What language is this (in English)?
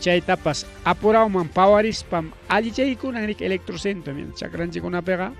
Ayacucho Quechua